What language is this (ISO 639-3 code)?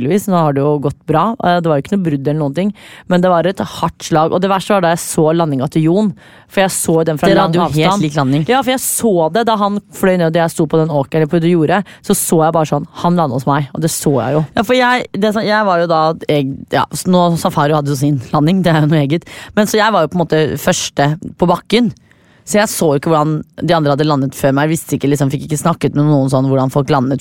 nor